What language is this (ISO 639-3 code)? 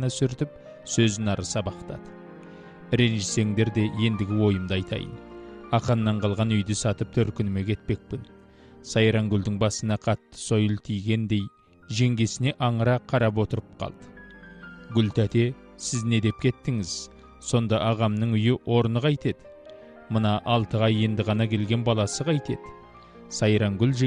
kaz